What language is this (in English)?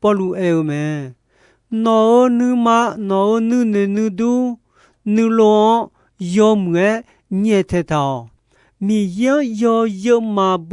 Akha